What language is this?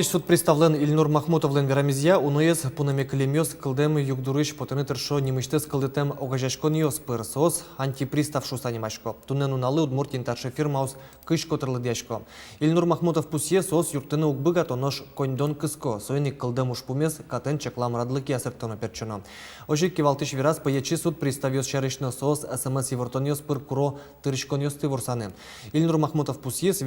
Udmurt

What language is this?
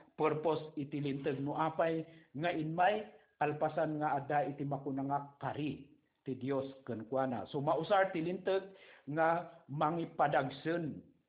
Iloko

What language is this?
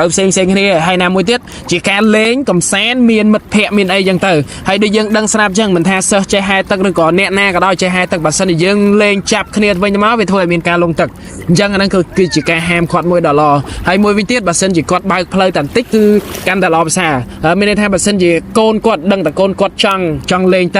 Khmer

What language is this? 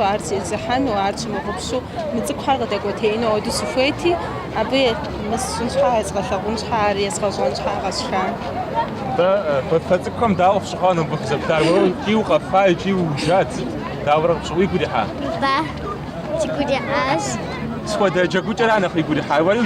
Kabardian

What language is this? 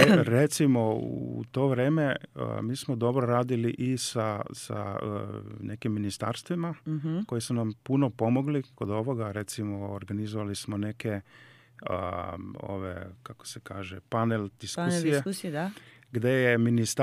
Serbian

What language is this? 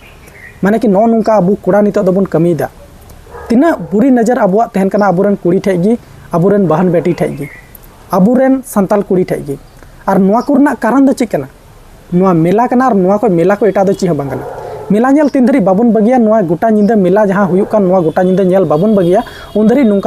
Santali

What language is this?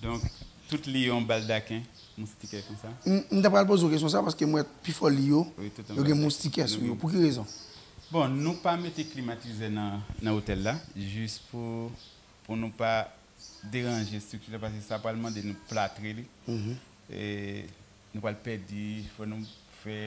Haitian Creole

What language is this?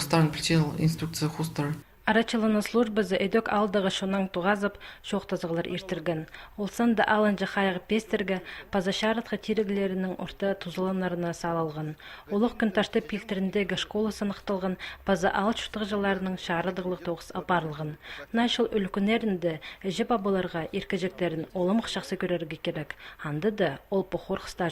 Khakas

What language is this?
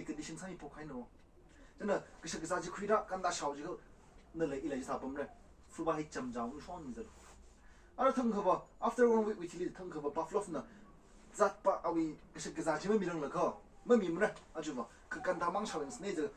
Tangkhul Naga (India)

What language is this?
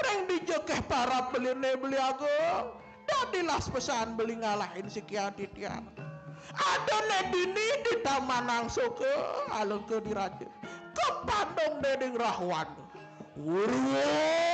Balinese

